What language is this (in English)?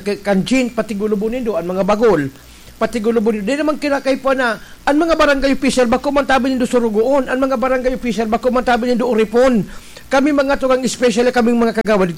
Bikol